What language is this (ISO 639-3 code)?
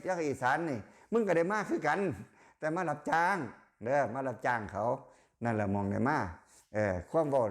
lao